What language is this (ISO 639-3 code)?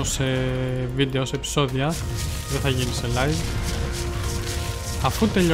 ell